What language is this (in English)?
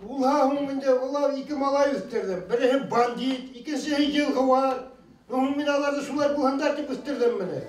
Bashkir